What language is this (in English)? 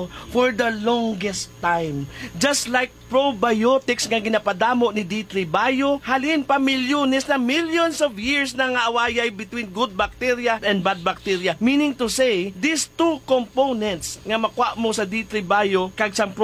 Hiligaynon